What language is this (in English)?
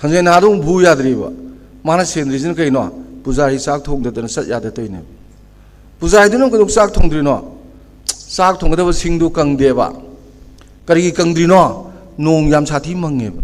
Manipuri